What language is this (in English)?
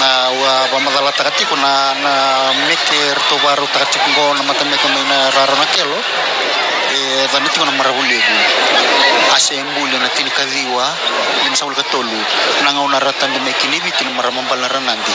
Fijian